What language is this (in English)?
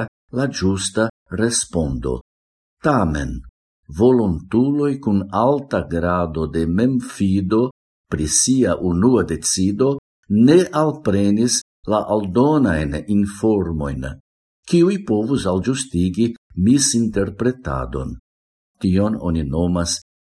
Esperanto